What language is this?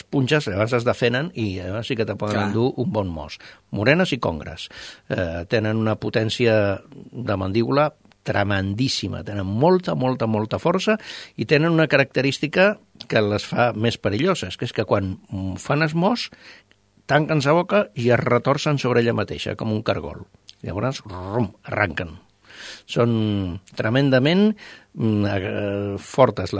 Catalan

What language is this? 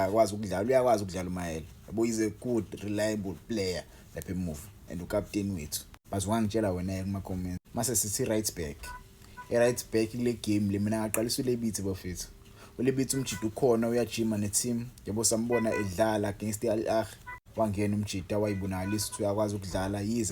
Zulu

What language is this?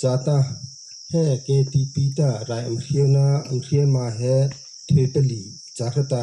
Mara Chin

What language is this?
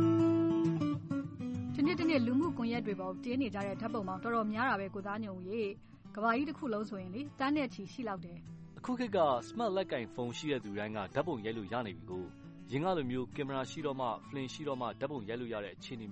Burmese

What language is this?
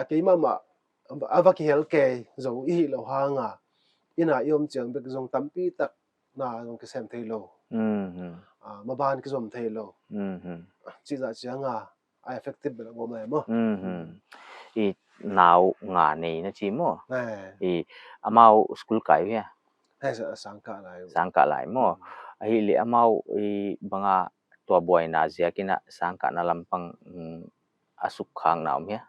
Paite Chin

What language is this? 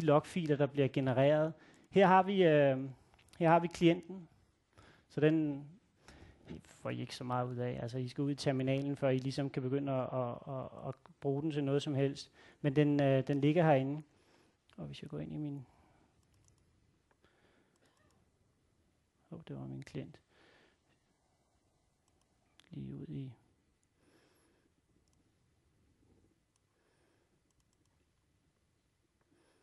Danish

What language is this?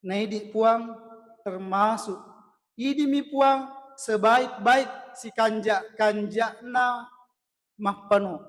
Buginese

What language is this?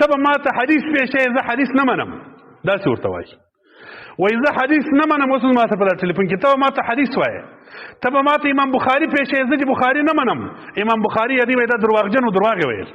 Pashto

